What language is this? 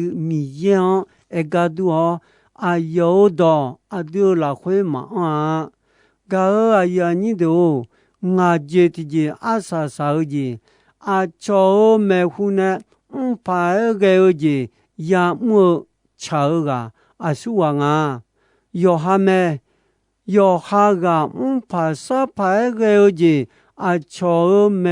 Akha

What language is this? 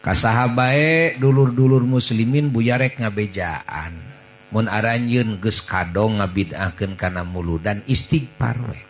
Sundanese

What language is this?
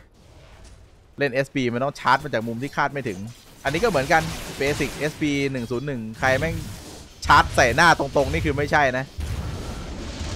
Thai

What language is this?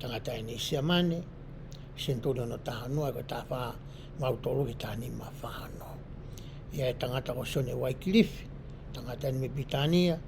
Tongan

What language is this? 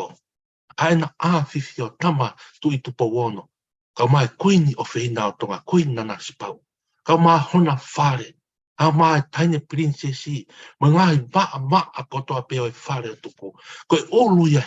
Tongan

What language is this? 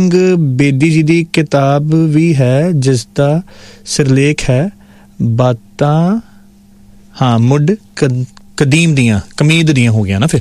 Punjabi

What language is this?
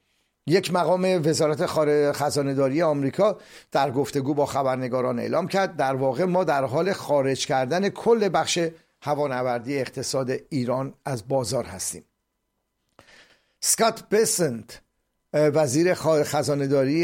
Persian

